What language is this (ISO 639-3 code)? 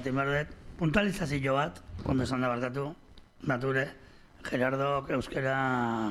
eus